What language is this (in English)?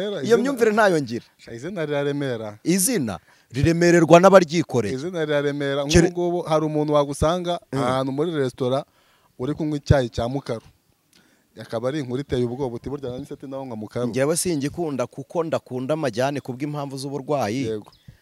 Kinyarwanda